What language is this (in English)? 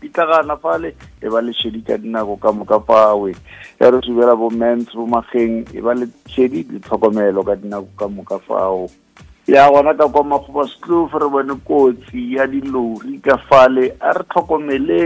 Northern Sotho